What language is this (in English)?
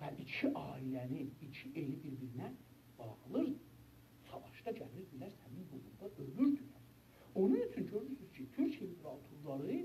South Azerbaijani